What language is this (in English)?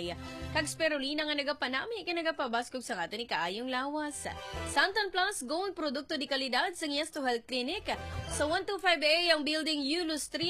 Hiligaynon